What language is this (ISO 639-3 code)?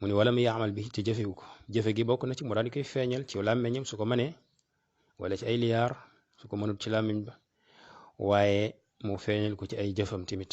wol